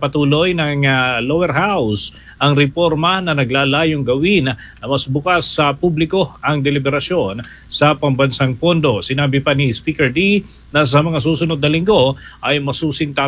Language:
Filipino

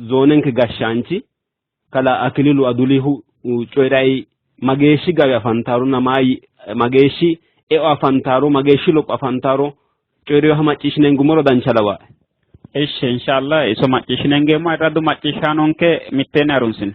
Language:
Sidamo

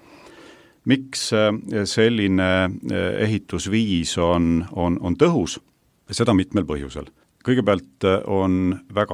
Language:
Estonian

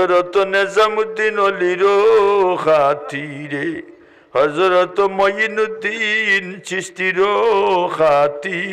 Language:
Sylheti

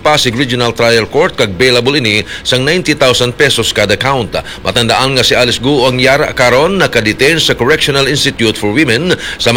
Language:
Hiligaynon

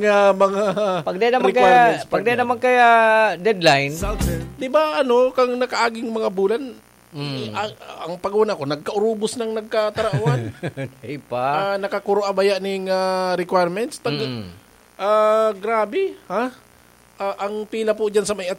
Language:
Bikol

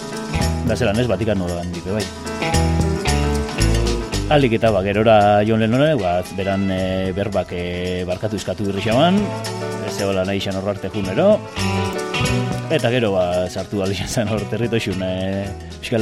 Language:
Basque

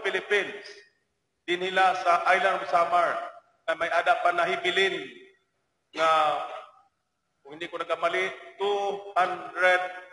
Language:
Waray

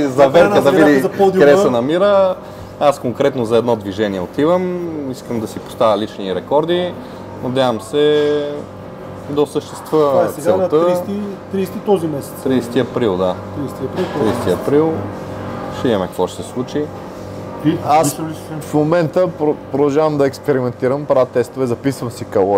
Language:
Bulgarian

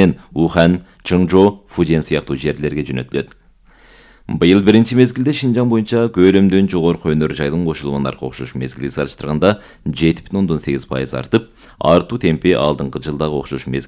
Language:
Kyrgyz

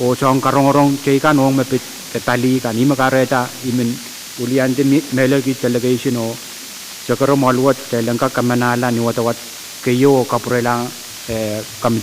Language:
Pohnpeian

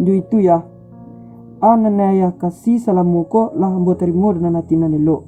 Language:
Minangkabau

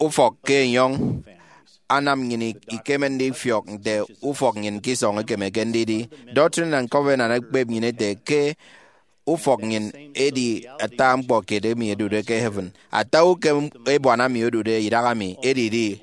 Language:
Efik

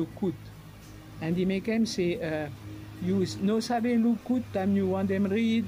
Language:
Bislama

